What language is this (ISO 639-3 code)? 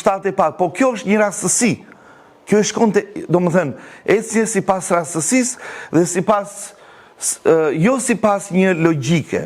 sqi